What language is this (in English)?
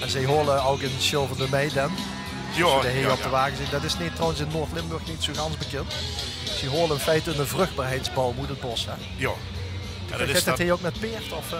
Limburgish